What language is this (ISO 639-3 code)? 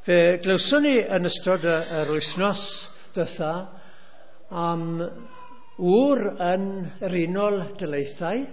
cym